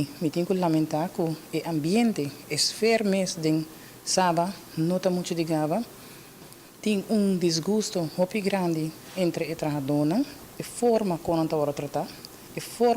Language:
Papiamento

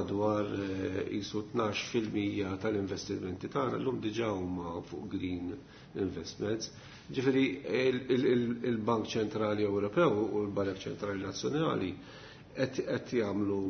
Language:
Maltese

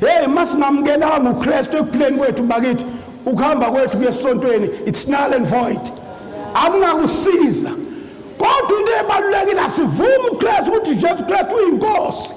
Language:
Zulu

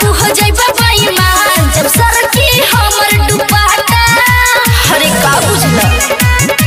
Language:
Bhojpuri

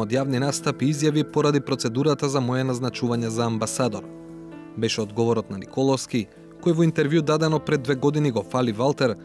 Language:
Macedonian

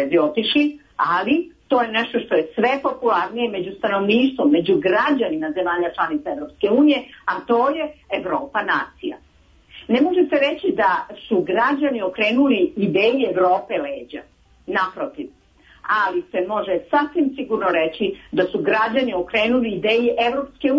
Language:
Serbian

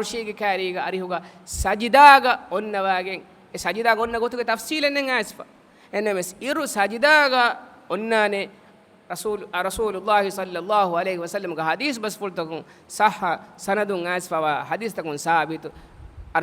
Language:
Divehi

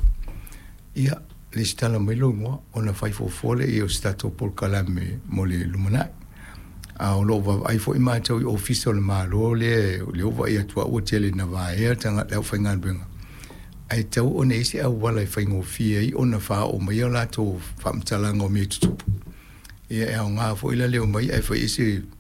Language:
Samoan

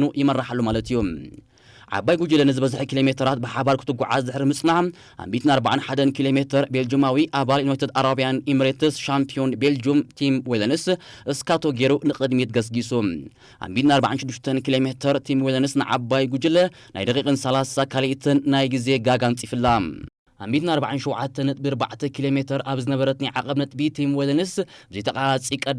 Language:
Tigrinya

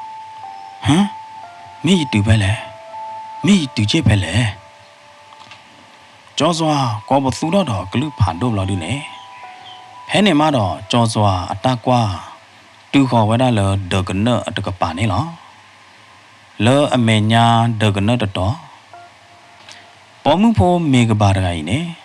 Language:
S'gaw Karen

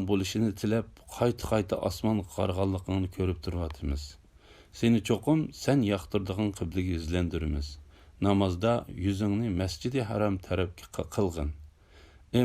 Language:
Uyghur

